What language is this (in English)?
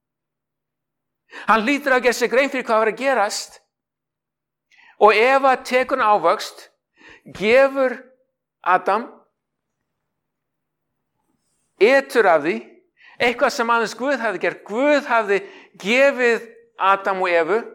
Icelandic